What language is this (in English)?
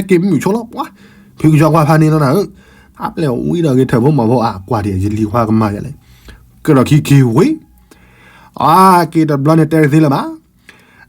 S'gaw Karen